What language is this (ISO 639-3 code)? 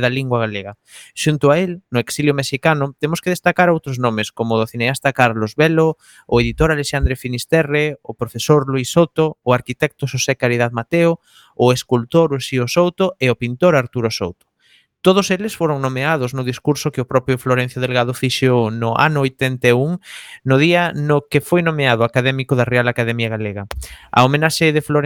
glg